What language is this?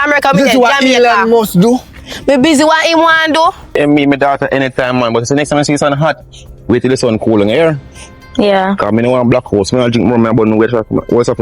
Jamaican Creole English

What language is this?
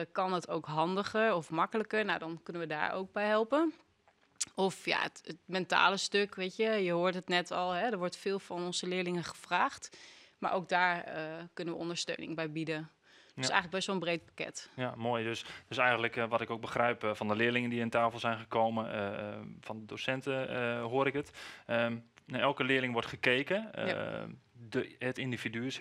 Dutch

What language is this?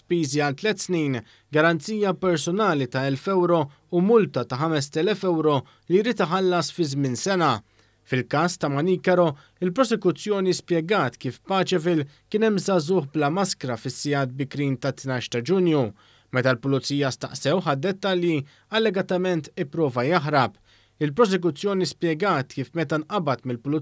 Maltese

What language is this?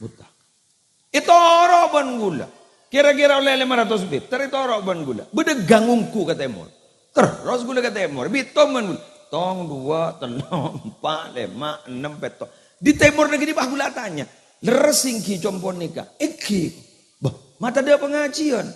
Madurese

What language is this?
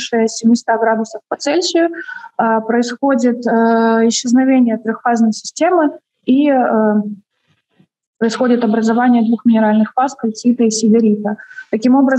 Russian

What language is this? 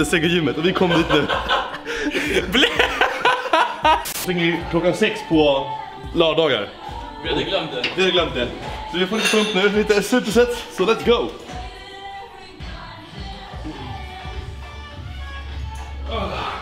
Swedish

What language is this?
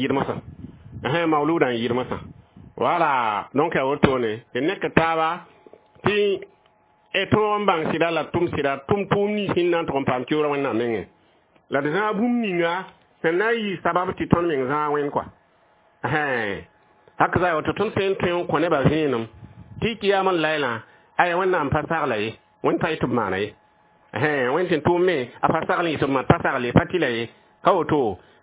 Mossi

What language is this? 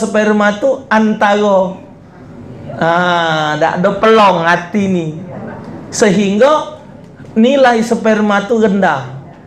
Musi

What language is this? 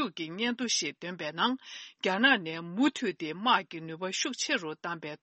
Tibetan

